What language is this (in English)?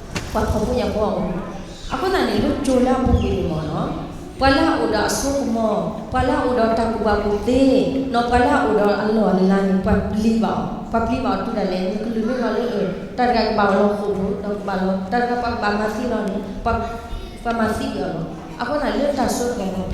S'gaw Karen